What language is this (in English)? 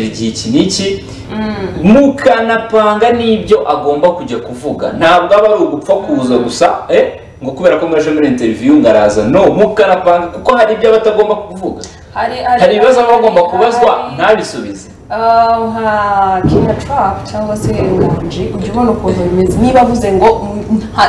Kinyarwanda